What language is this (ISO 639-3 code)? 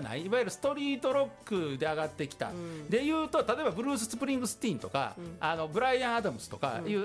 jpn